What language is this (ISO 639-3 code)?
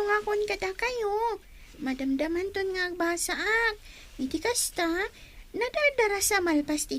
ilo